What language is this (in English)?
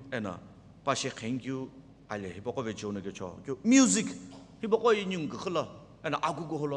Sumi Naga